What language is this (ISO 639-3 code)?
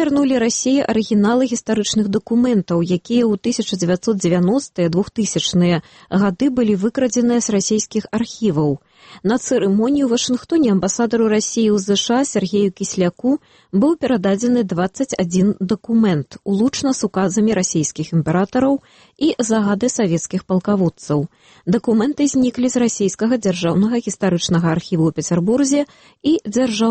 bel